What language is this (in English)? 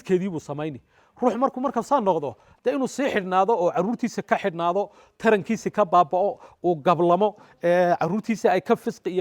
Somali